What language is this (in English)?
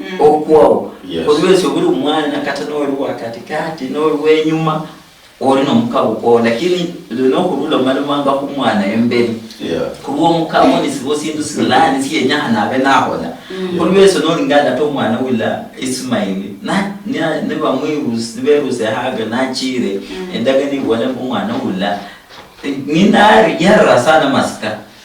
Luyia